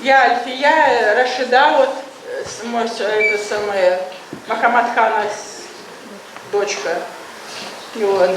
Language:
Bashkir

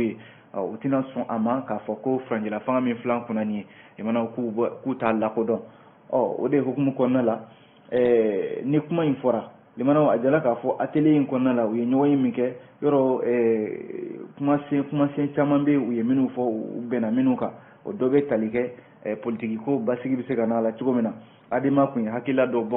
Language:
Bambara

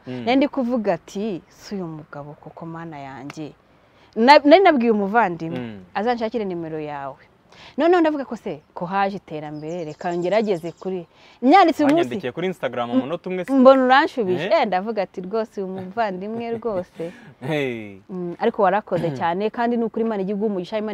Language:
Kinyarwanda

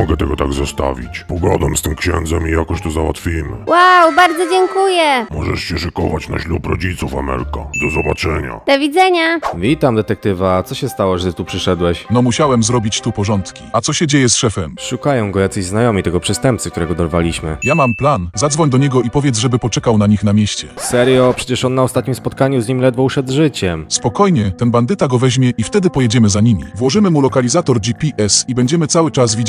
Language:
Polish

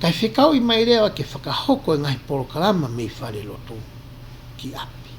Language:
Tongan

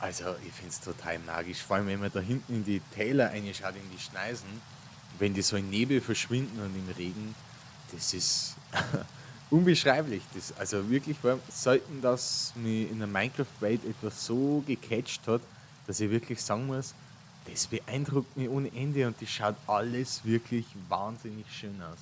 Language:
Bavarian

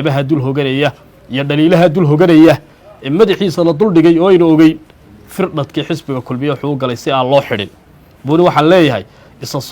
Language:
Somali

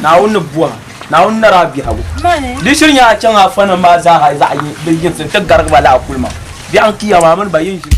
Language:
Dagbani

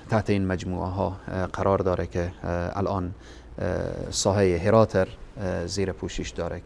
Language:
Persian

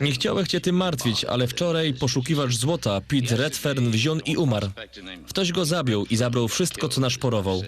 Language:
Silesian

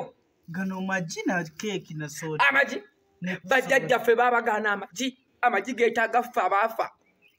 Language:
Ganda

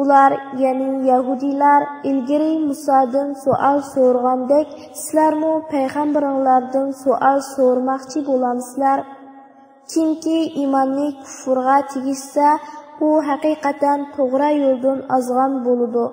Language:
Uyghur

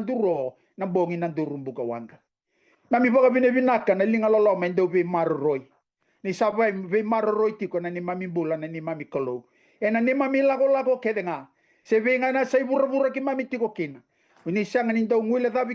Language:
Fijian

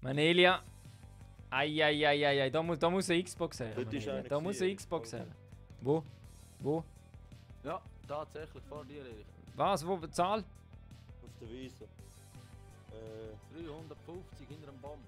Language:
Swiss German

